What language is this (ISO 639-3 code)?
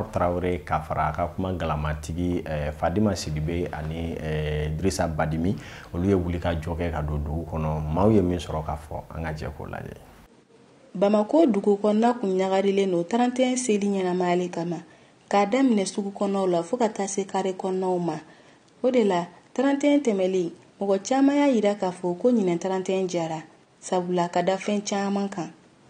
bam